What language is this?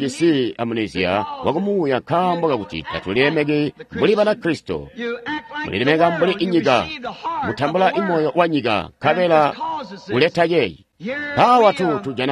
Tonga (Zambia)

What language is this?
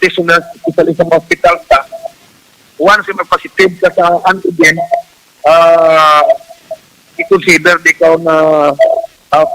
Hiligaynon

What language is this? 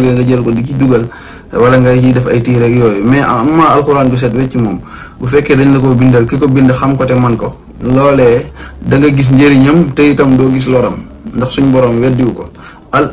Wolof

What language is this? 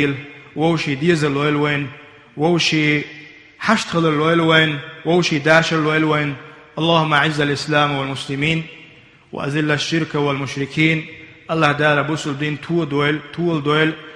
Chechen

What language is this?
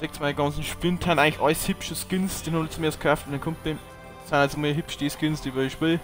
Bavarian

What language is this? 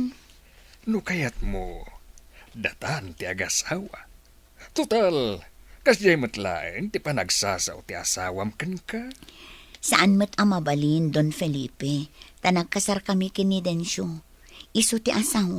Iloko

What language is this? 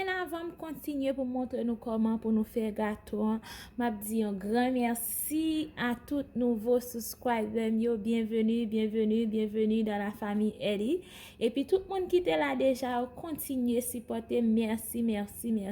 Haitian Creole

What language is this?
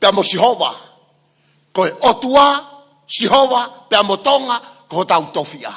Tongan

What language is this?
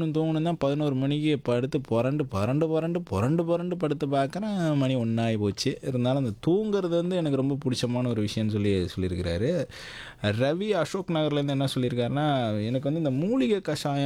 Tamil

